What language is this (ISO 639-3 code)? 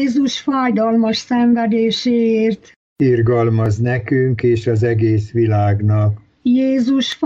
hun